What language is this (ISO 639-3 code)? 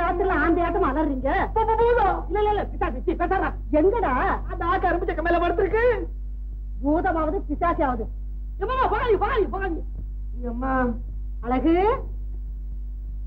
tam